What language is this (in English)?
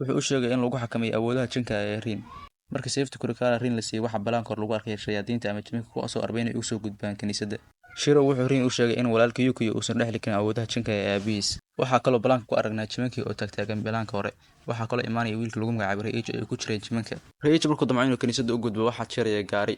Somali